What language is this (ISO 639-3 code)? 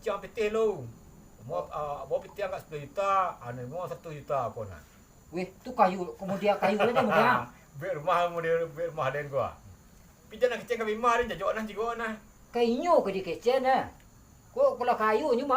min